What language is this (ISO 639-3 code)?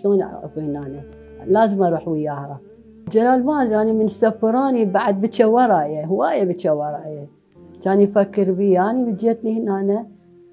acm